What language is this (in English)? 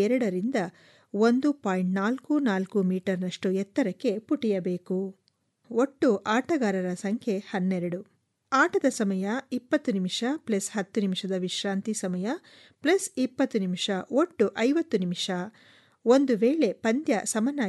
Kannada